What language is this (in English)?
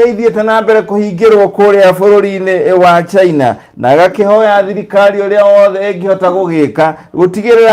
Kikuyu